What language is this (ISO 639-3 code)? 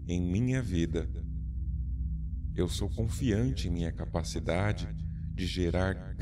por